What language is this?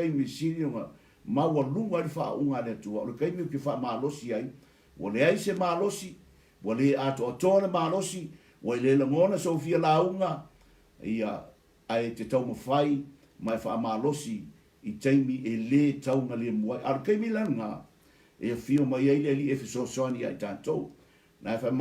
Samoan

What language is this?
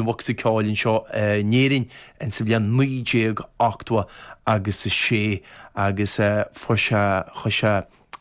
Irish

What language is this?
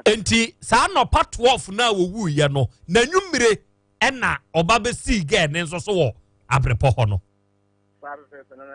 Akan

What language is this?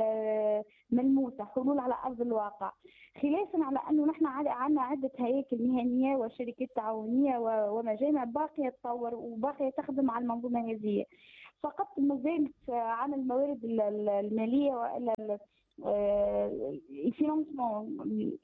Tunisian Arabic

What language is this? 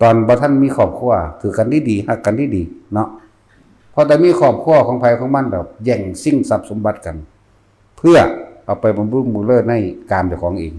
Northeastern Thai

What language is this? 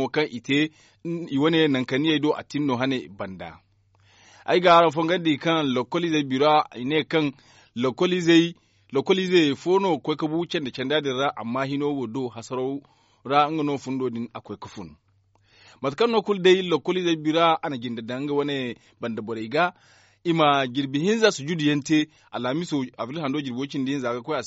Zarma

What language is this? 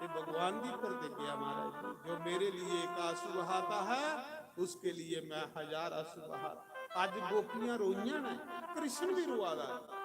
Dogri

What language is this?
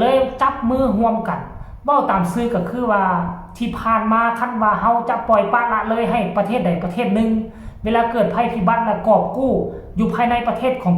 Lao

